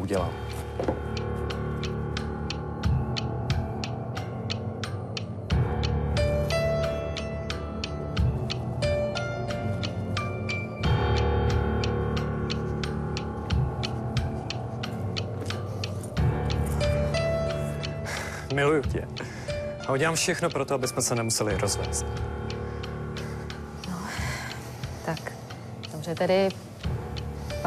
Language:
Czech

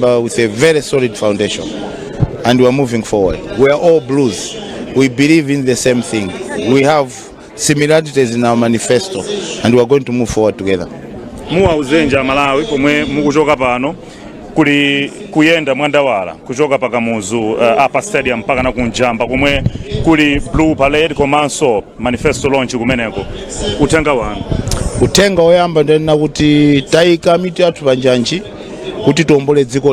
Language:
Nyanja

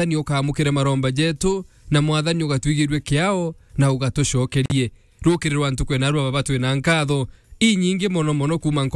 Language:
Meru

